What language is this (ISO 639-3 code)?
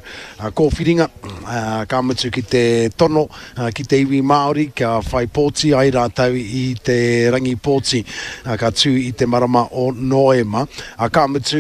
mri